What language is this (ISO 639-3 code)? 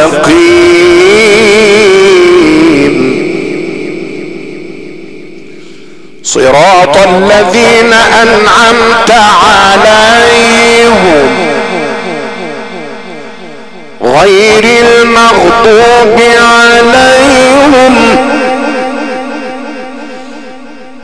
ara